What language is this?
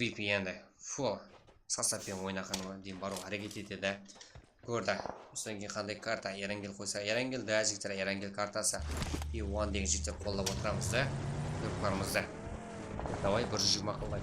Kara-Kalpak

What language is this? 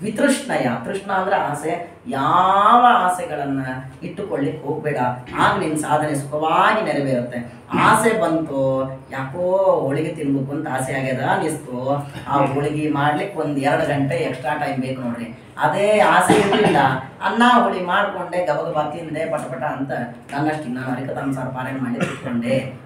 Kannada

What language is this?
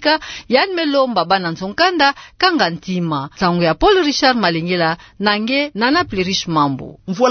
Kituba (Democratic Republic of Congo)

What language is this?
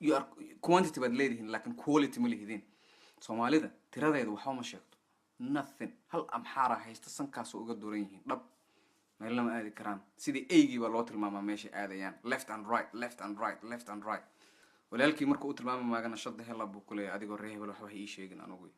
Somali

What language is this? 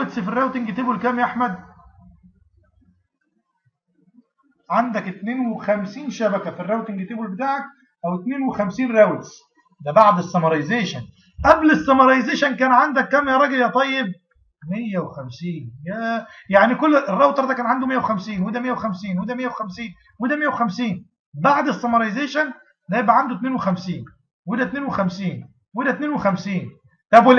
Egyptian Arabic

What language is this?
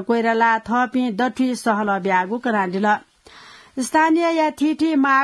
Newari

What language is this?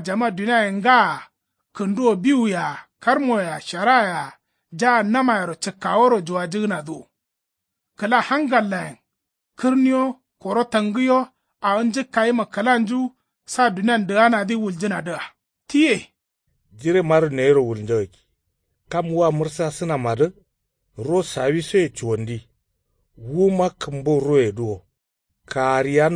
Kanuri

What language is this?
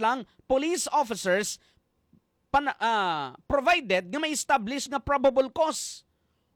Hiligaynon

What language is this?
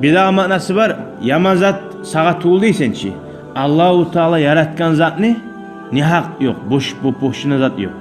Kumyk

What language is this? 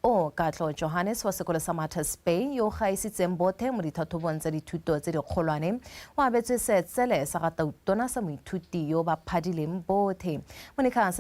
Tswana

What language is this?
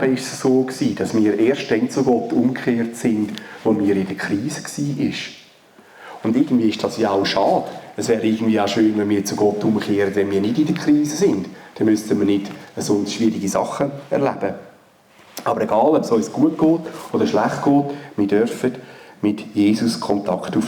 Swiss German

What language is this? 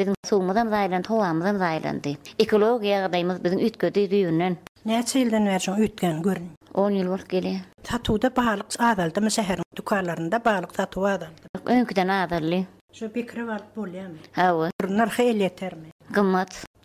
Turkmen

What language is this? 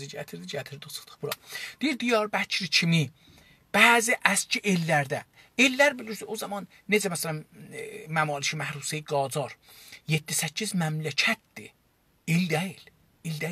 South Azerbaijani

